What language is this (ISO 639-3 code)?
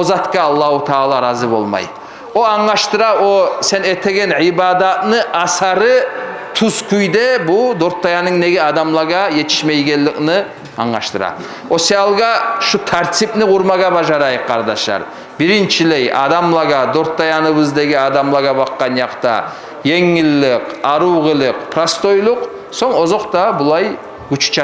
kum